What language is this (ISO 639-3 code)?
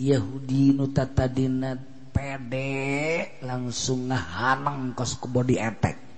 sun